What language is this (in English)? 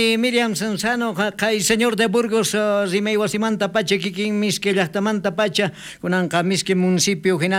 South Bolivian Quechua